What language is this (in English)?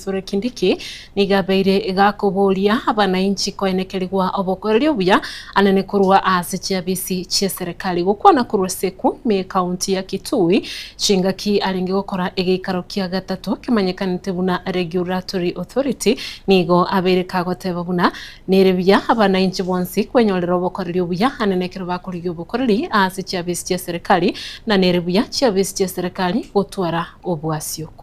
Gusii